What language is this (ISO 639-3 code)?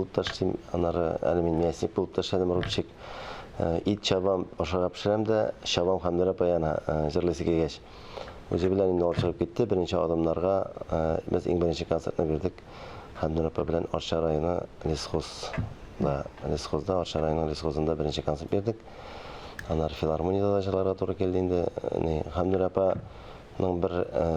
tat